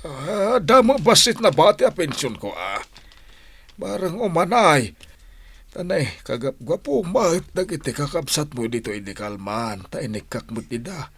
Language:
Iloko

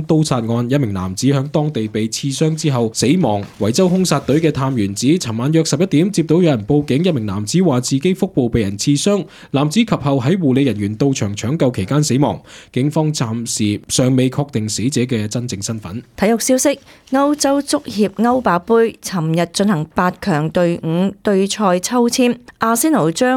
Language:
Cantonese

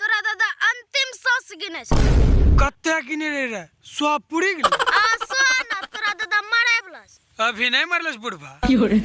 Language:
Maithili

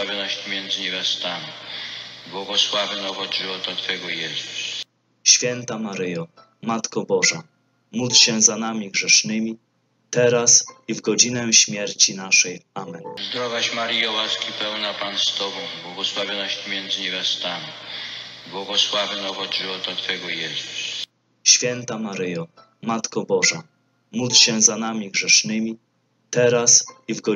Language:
Polish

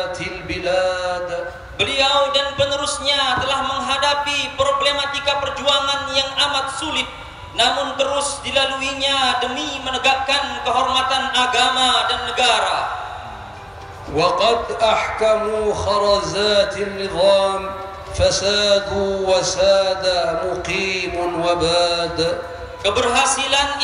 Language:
Indonesian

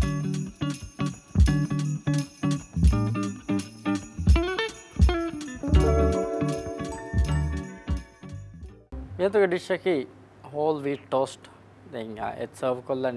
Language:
Divehi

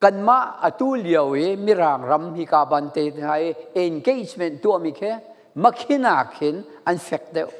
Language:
Falam Chin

